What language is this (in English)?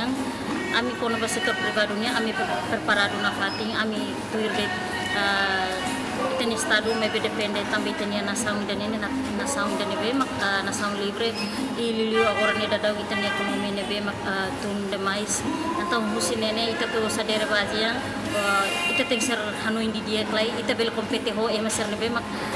Tetum